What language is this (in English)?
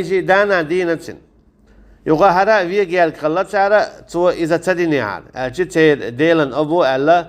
Chechen